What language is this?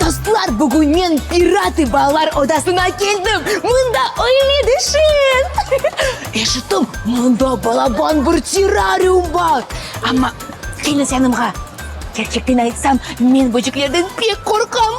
Crimean Tatar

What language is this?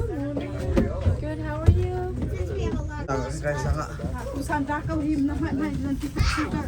Hakha Chin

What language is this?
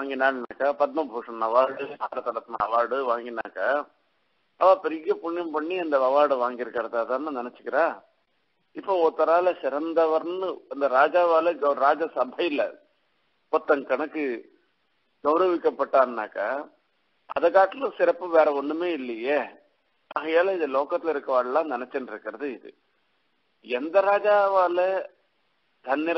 Tamil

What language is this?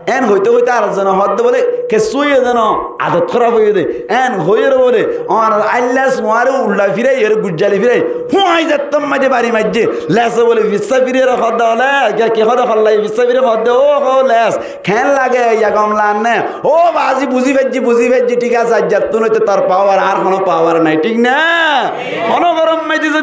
Rohingya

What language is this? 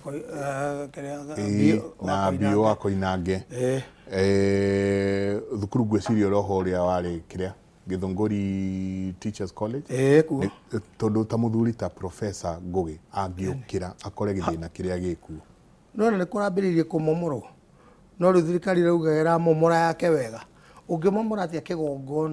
Kikuyu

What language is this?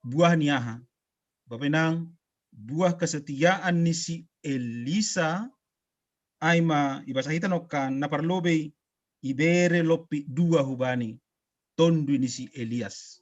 Batak Simalungun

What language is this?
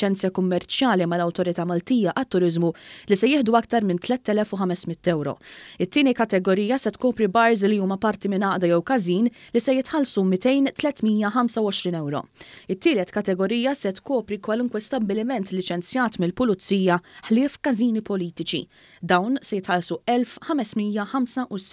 Maltese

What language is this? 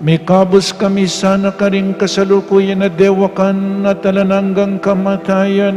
Pampanga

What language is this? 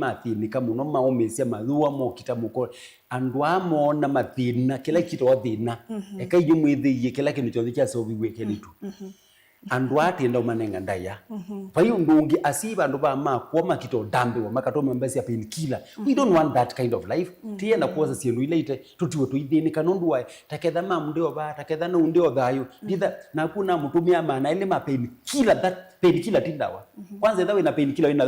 Kamba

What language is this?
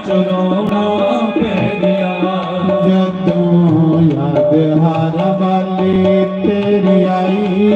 Dogri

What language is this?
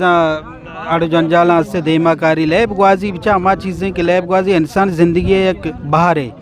Eastern Balochi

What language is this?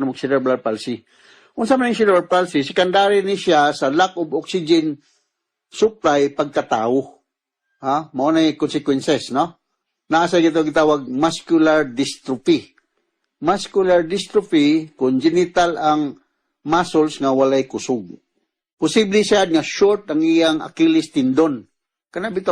Cebuano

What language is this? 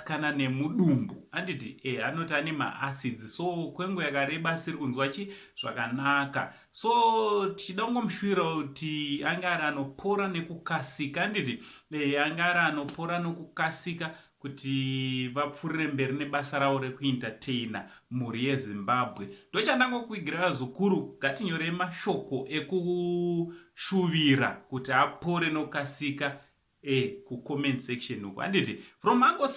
Shona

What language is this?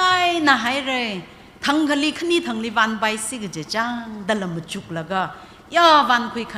Tangkhul Naga (India)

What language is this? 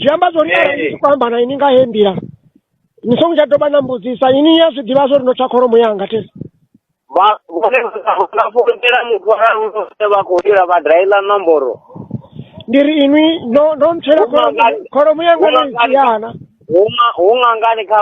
Venda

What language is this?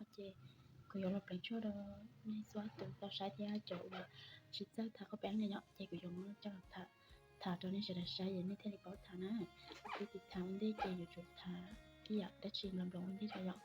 Hmong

